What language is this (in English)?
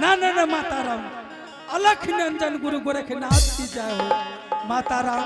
Angika